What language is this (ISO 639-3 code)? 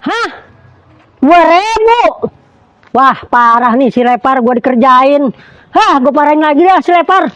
bew